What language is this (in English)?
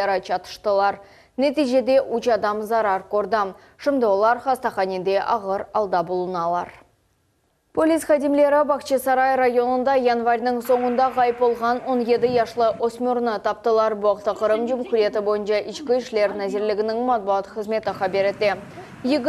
Crimean Tatar